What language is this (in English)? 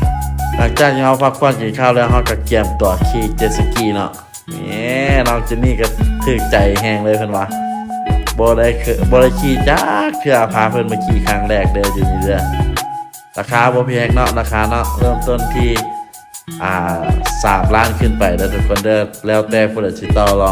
Lao